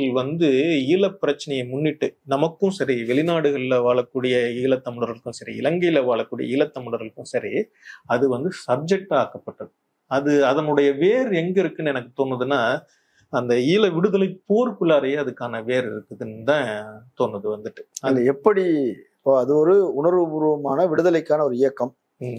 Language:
Tamil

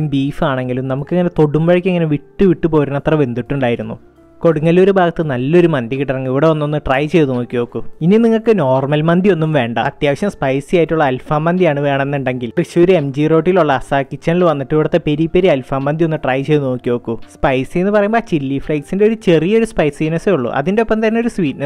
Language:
Malayalam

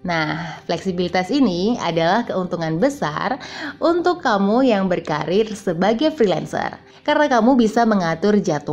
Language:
Indonesian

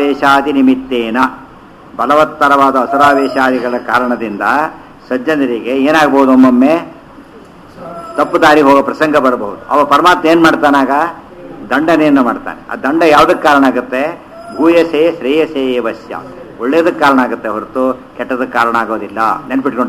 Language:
Kannada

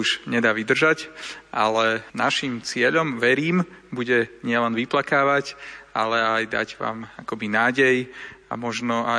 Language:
Slovak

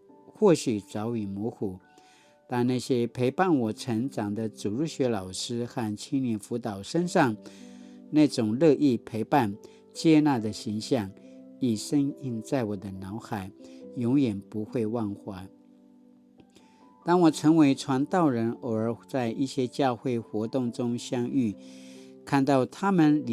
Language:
Paiwan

